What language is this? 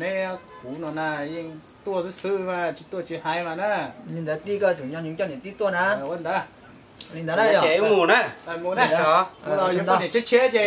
Hmong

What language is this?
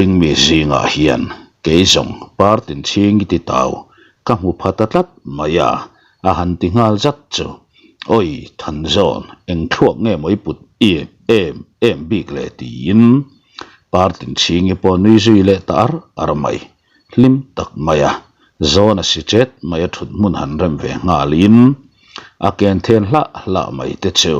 Mizo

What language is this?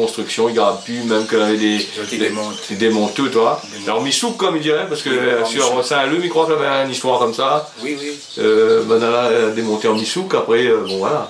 Réunion Creole French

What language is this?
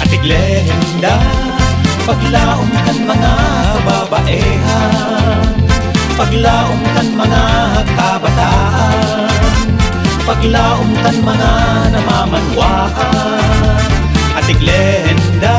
Bikol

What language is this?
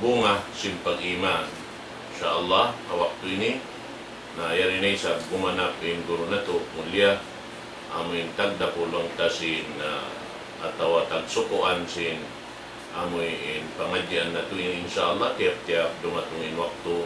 Tausug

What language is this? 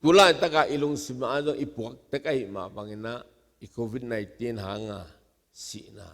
Tedim Chin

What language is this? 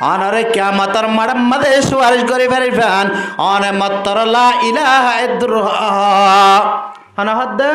Rohingya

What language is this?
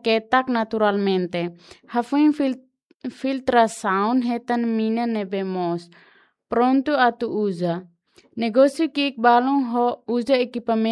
Tetum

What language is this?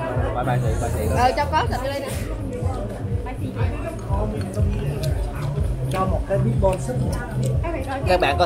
Vietnamese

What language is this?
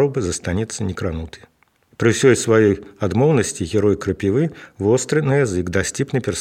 Belarusian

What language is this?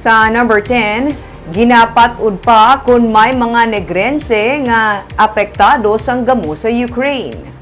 Hiligaynon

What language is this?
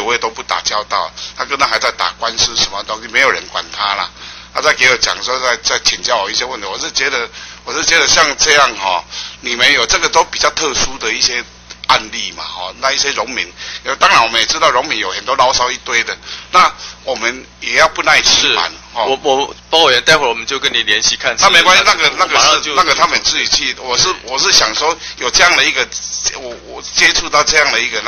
Chinese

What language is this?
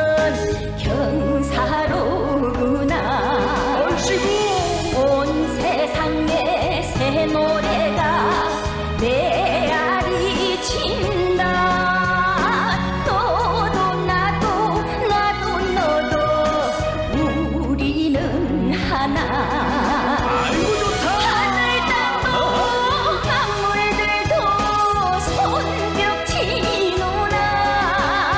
Korean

